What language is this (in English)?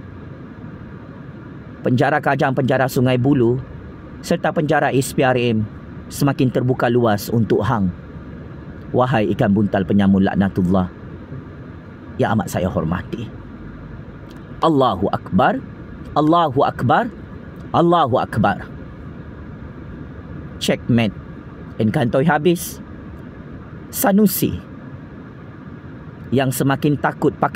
Malay